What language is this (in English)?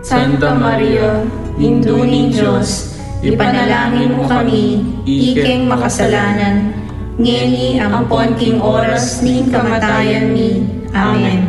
Pampanga